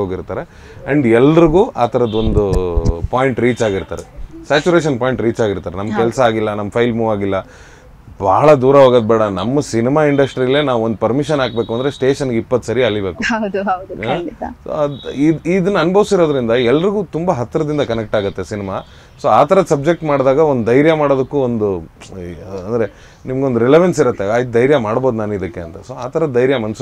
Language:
Kannada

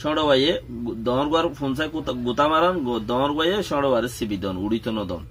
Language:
Rohingya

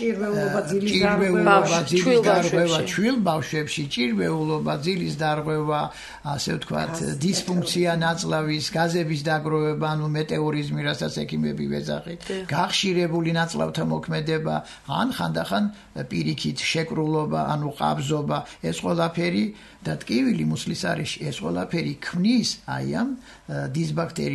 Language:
Georgian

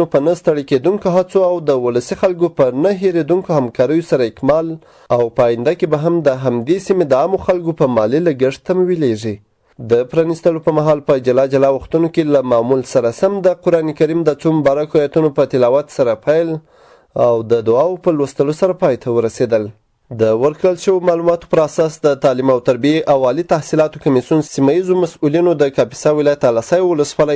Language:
Pashto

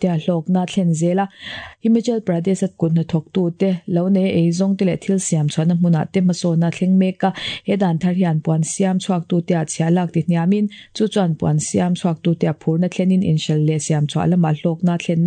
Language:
Mizo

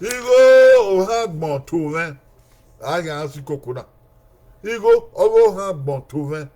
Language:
Bini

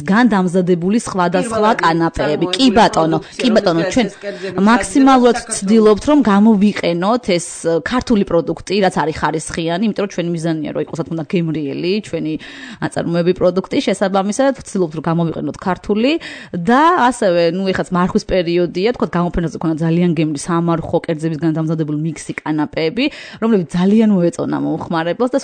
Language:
Georgian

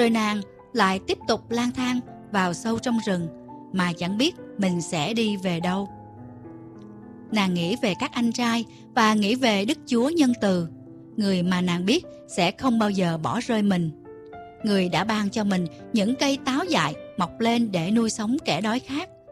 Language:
Vietnamese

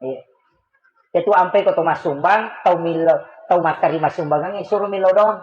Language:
Buginese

